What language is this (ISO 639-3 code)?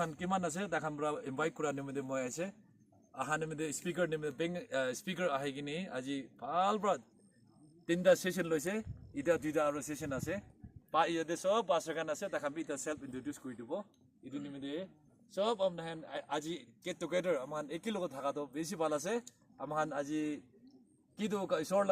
nag